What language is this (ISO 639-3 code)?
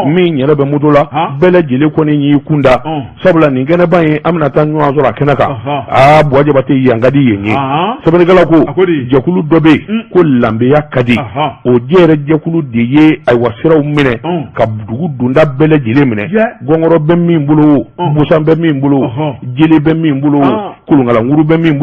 bam